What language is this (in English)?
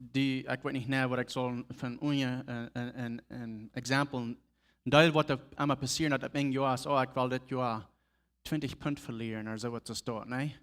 Plautdietsch